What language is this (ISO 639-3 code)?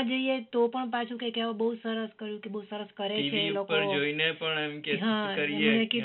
guj